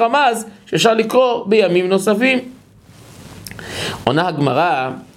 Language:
Hebrew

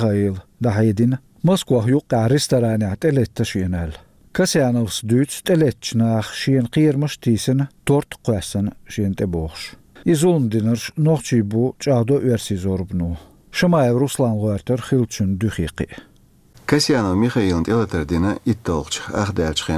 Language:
Chechen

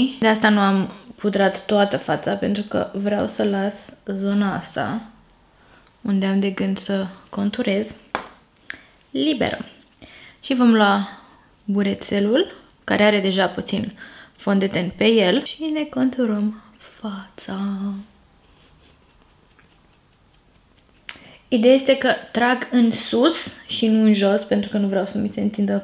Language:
Romanian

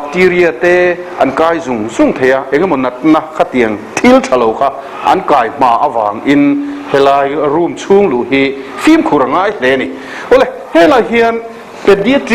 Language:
Mizo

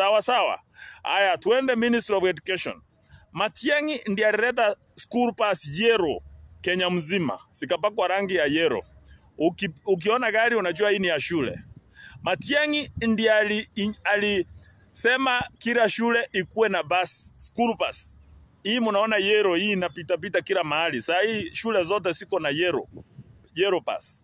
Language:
Swahili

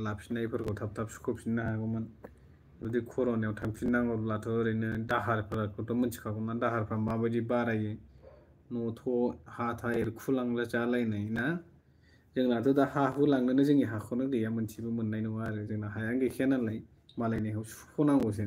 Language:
Bodo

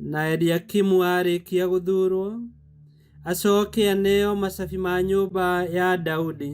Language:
Kikuyu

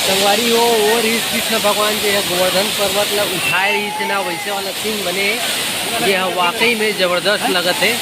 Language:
Chhattisgarhi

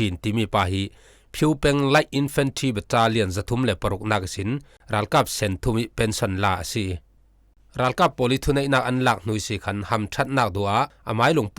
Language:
Falam Chin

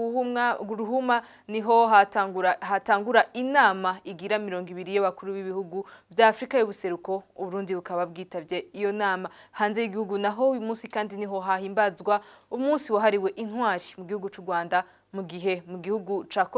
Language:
Rundi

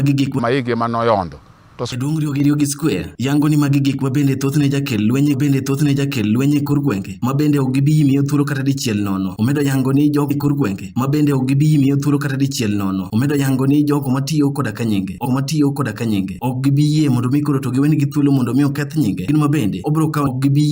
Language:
Luo (Kenya and Tanzania)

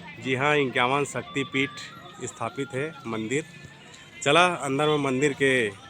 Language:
Chhattisgarhi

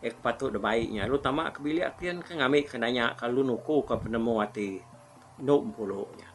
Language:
Iban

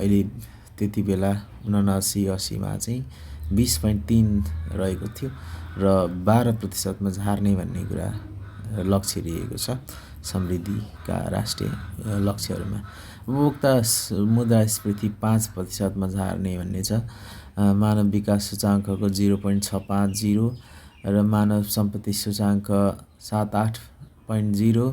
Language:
Nepali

